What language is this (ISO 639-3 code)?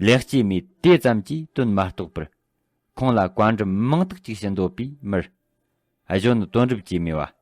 bod